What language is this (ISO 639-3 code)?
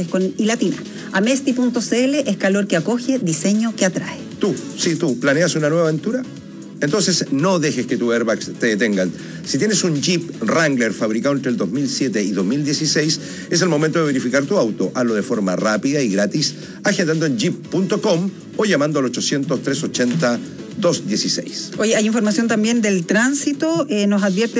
spa